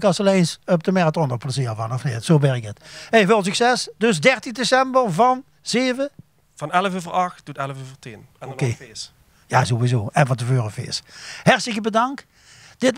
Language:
Limburgish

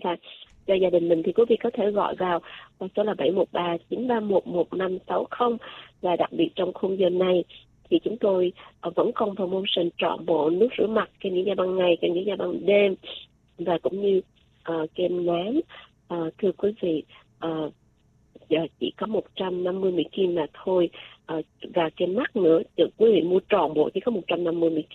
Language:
Vietnamese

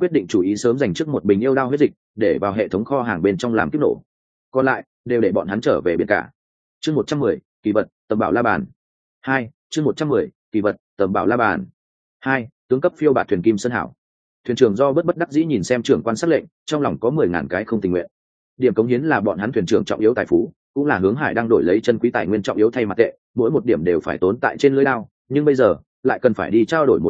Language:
Vietnamese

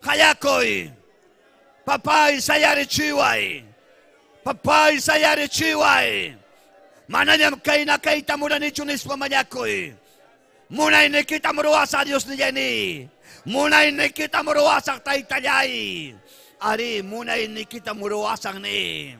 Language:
Ayacucho Quechua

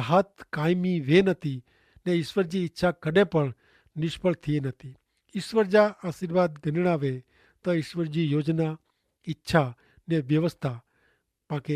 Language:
Kachhi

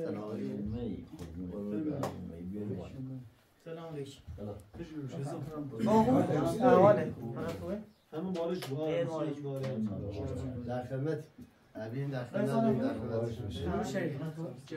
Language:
Persian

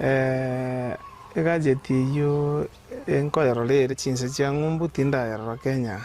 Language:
Gusii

